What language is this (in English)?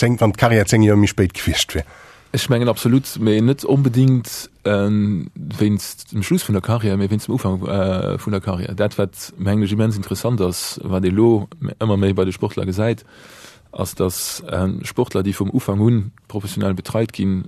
Luxembourgish